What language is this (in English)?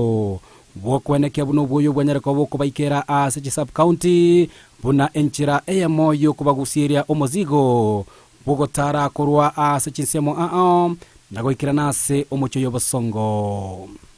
Gusii